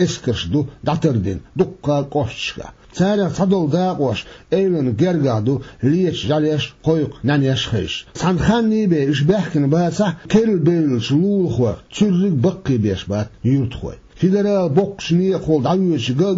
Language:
Chechen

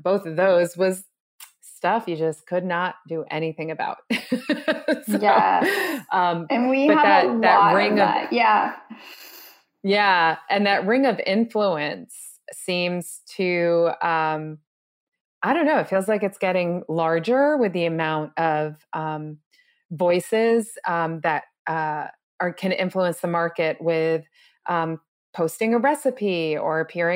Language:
English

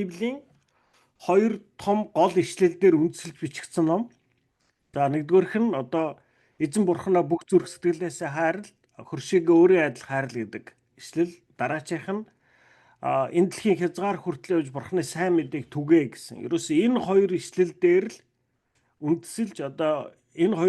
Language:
Mongolian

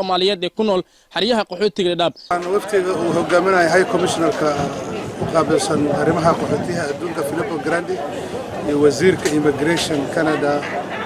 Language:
Somali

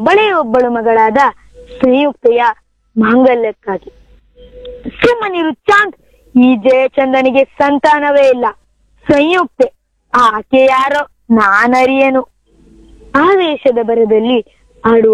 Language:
Kannada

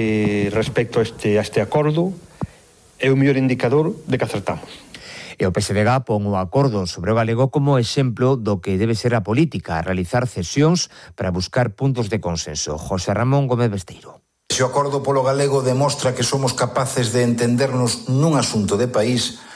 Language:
Galician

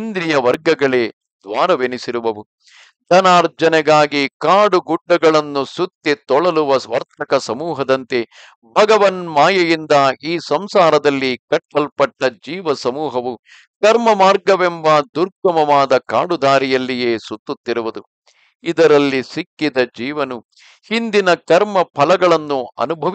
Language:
Kannada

